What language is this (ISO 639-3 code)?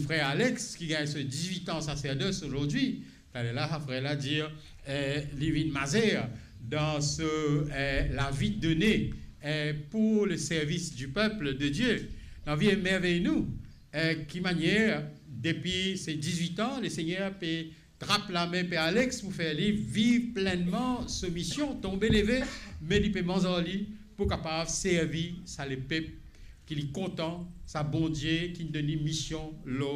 mfe